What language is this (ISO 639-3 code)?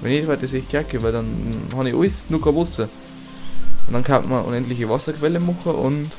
bar